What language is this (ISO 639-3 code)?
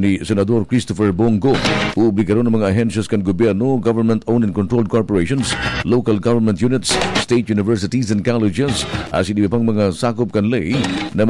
bik